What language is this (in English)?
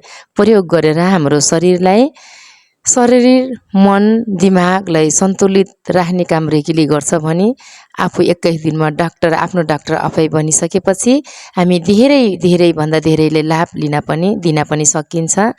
Nepali